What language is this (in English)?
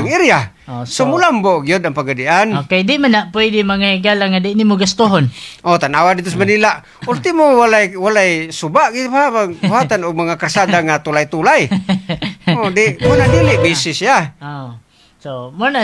Cebuano